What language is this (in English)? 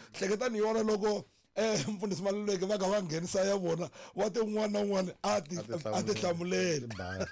Tsonga